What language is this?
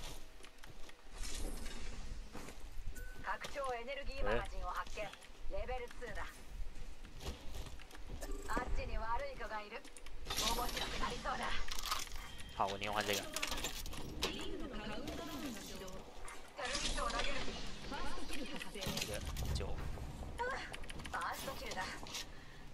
Japanese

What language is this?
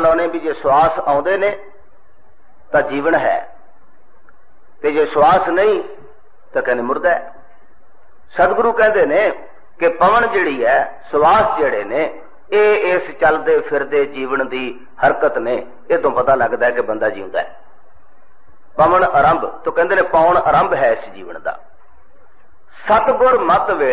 Punjabi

